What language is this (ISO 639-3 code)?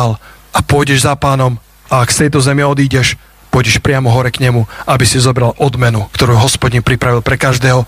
slk